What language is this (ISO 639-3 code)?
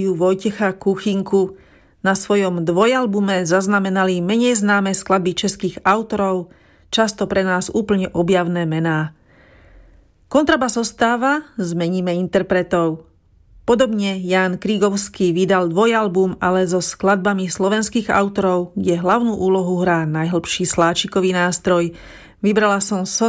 slk